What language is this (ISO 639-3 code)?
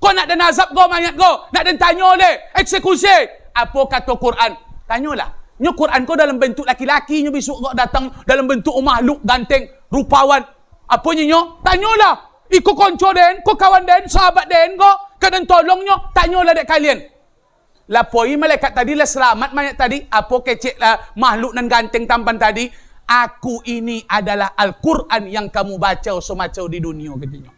min